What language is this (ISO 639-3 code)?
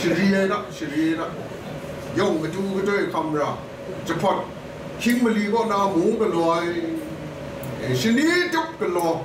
kac